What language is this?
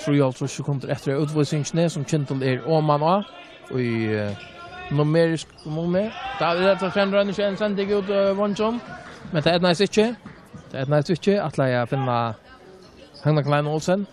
Faroese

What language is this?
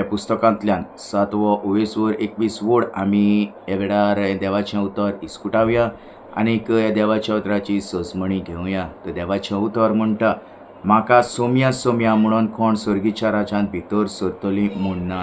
Konkani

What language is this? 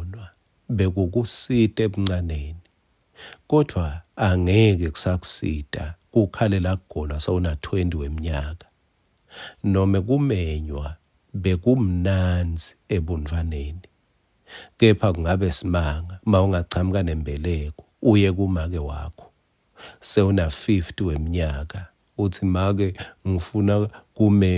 Swati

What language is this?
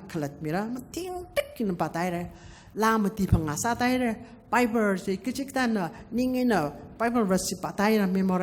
Tangkhul Naga (India)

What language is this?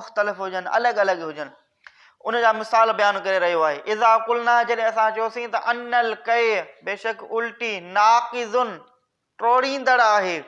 Sindhi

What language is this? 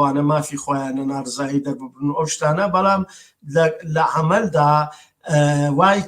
Central Kurdish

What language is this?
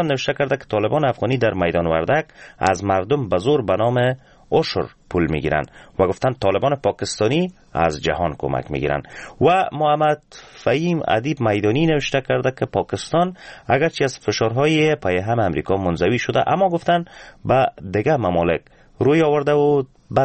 Persian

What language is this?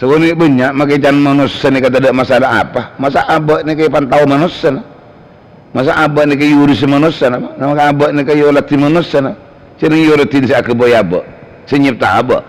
Madurese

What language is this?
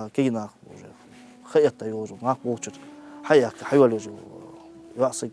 Ingush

